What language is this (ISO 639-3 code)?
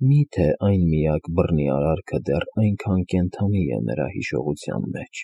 hye